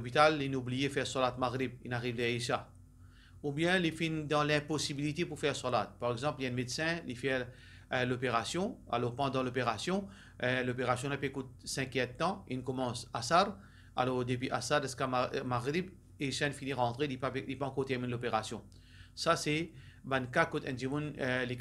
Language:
Morisyen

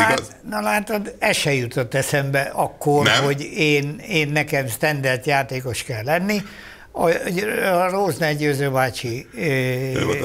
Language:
Hungarian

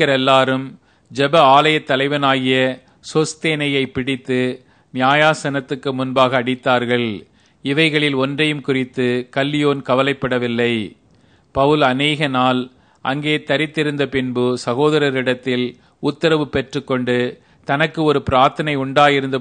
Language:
Tamil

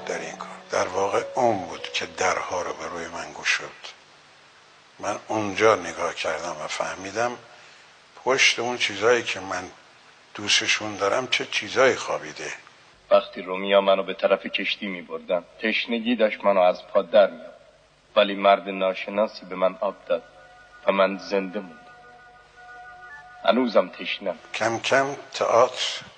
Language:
Persian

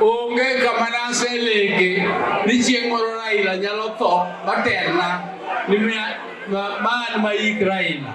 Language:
Luo (Kenya and Tanzania)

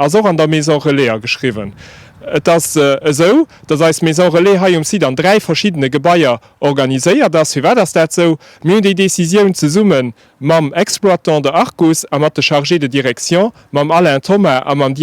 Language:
Luxembourgish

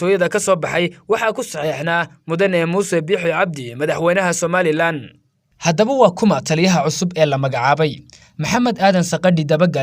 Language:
Somali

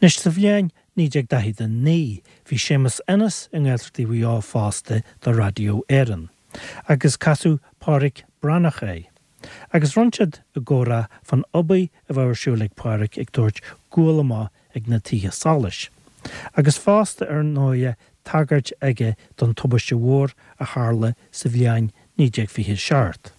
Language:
Irish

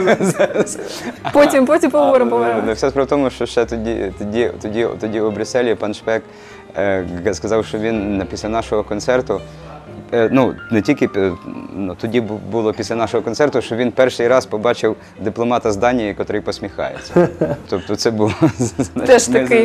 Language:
Ukrainian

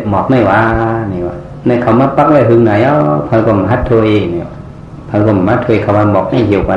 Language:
Shan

